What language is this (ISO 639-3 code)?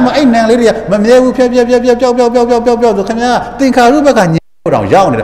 mya